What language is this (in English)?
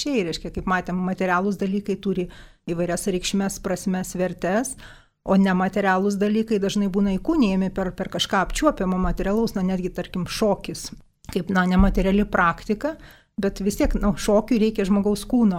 Lithuanian